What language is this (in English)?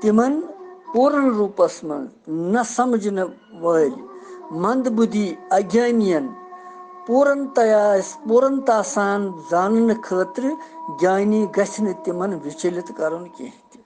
Kashmiri